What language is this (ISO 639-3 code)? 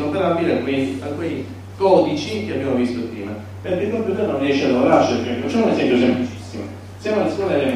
ita